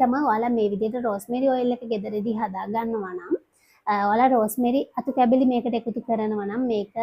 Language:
Sinhala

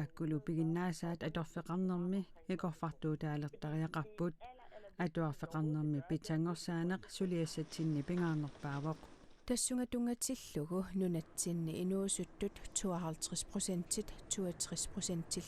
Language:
Kalaallisut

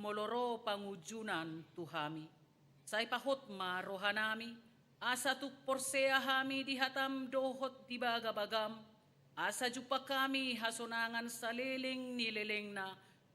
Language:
Batak Toba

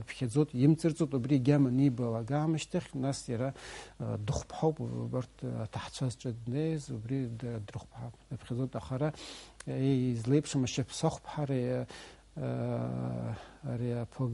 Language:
Abkhazian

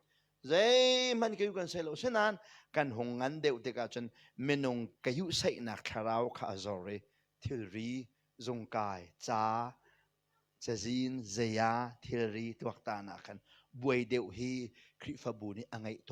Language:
Hakha Chin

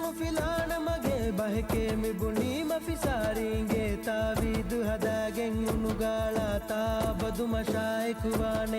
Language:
Divehi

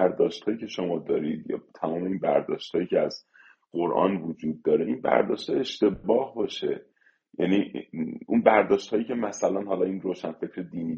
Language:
Persian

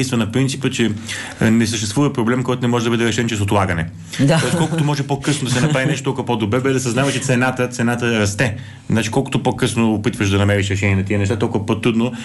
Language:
Bulgarian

